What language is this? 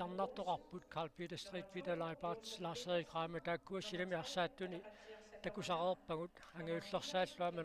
Kalaallisut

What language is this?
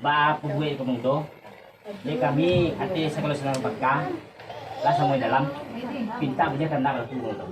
Minangkabau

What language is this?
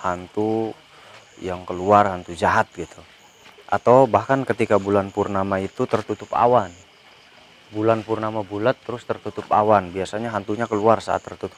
Indonesian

